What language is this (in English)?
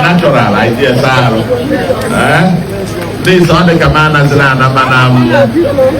Igbo